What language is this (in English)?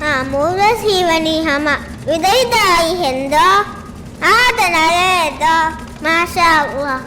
Divehi